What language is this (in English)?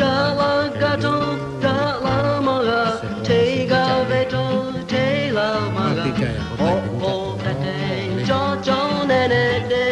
Lahu